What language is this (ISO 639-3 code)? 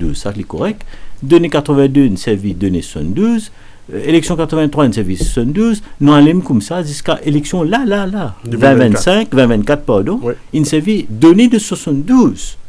mfe